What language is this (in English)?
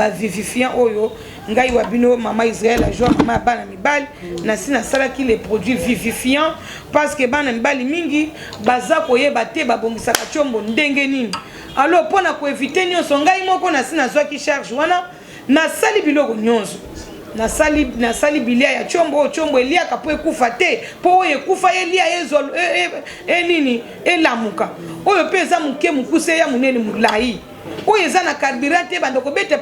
Lingala